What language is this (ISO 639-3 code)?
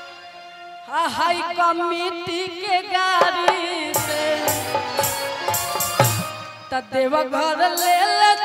bho